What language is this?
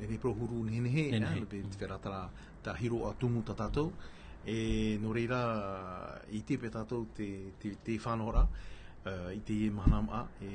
Tahitian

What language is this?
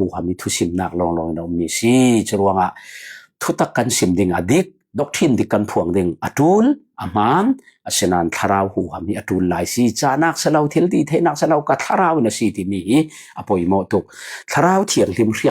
Falam Chin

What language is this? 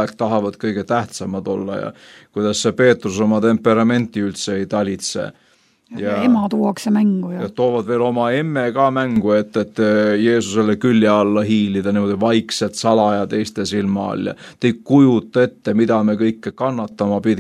Estonian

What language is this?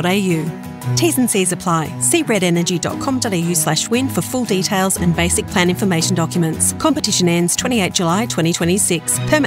English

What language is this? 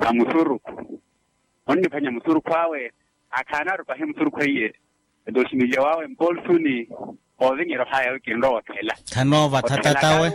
Makhuwa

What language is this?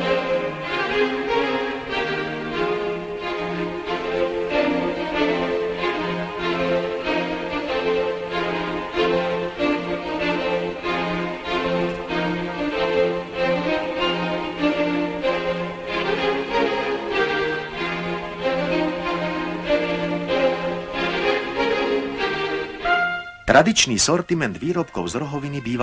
Slovak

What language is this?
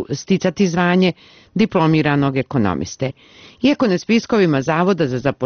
Serbian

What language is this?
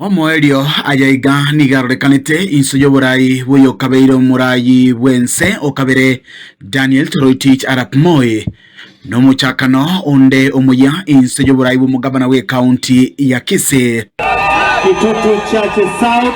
Gusii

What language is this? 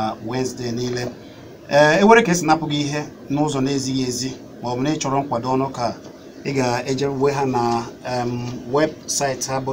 Igbo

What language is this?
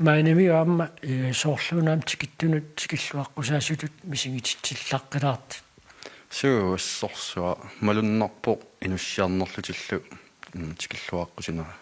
Kalaallisut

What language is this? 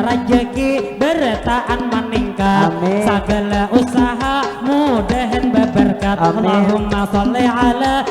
Banjar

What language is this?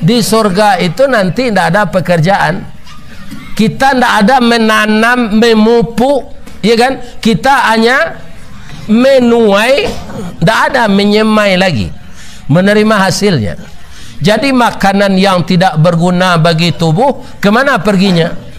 Minangkabau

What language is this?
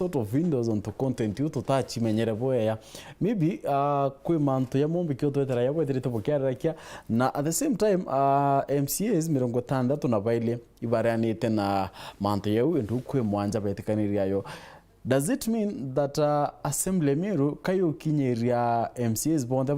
Meru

